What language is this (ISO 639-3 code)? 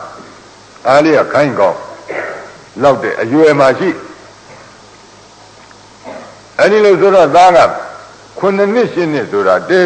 mya